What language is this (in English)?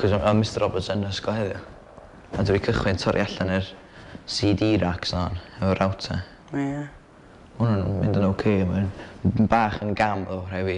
Welsh